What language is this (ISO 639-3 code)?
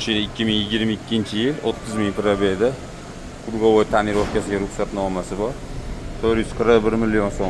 uzb